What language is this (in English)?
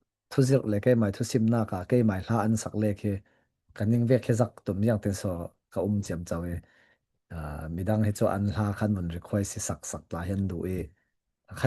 Falam Chin